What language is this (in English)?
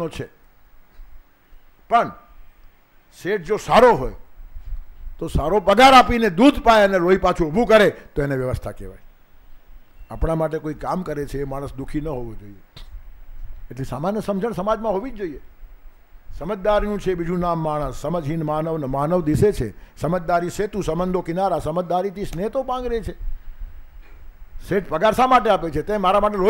Gujarati